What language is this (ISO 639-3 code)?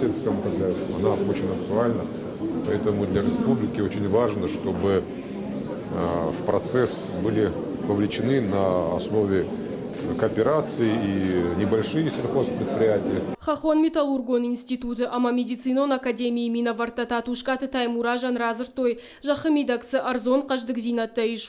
oss